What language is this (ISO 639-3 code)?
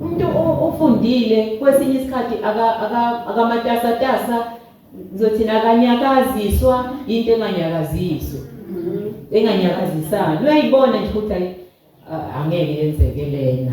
zul